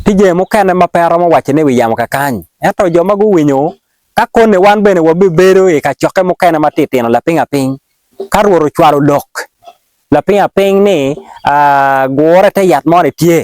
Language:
Acoli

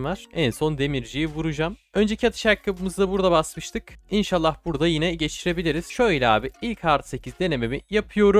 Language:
Turkish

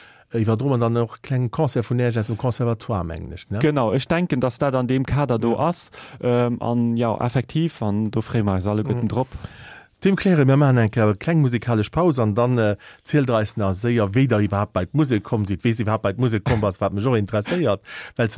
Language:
Luxembourgish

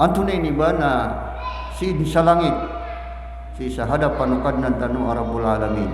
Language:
Maranao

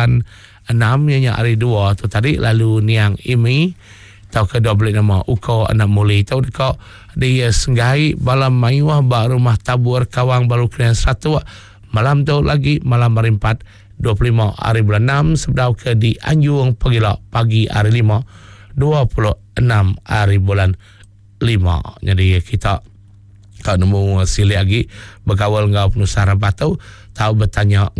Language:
Iban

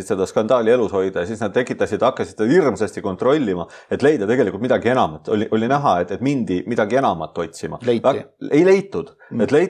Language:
Estonian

